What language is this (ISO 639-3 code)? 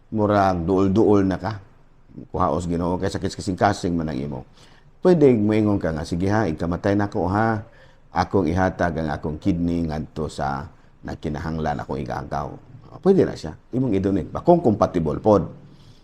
ceb